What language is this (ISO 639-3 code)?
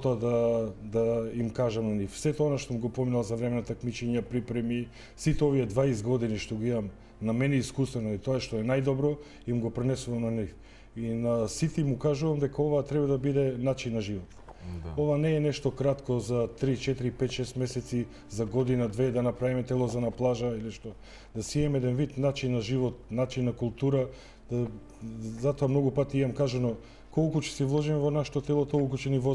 mkd